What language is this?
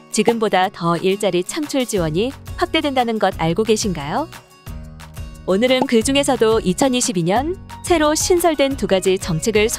Korean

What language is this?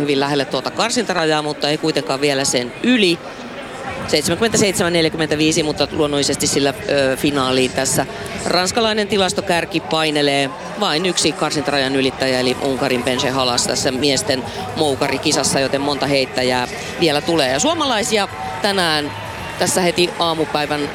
Finnish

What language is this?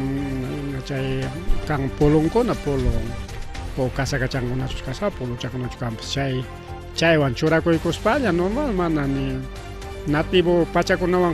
Ayacucho Quechua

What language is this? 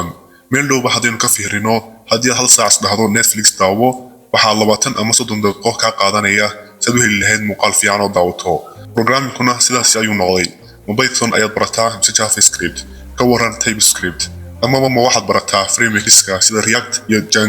Somali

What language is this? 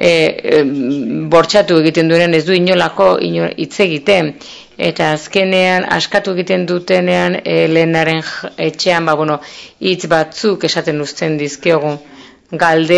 Basque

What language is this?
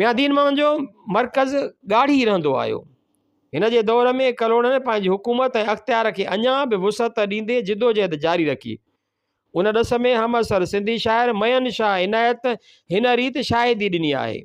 Sindhi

